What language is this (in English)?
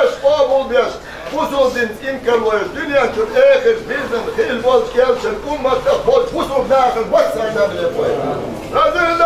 Chechen